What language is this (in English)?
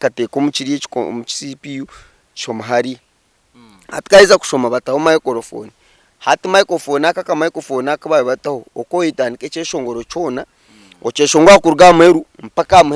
Nyankole